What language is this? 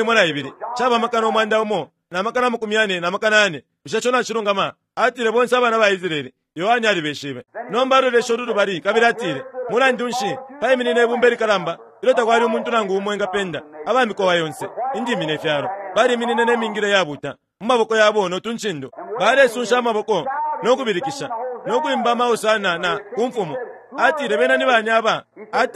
Bemba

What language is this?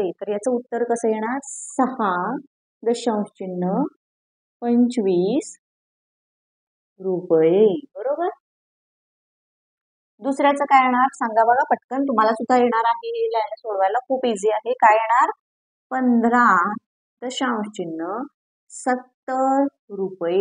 Marathi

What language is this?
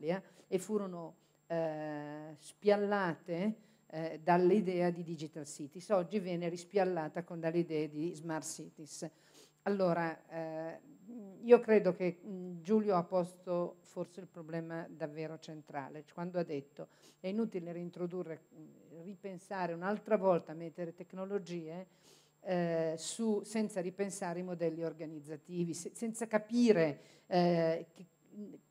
Italian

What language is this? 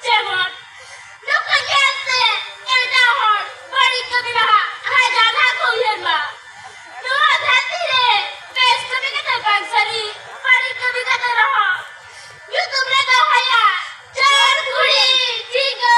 Santali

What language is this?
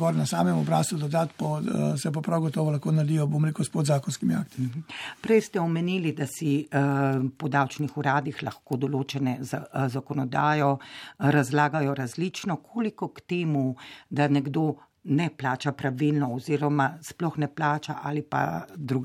Slovenian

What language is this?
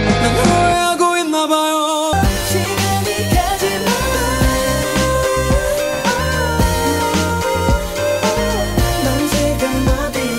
Korean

